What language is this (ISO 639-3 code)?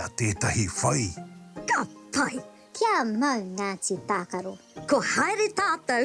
mri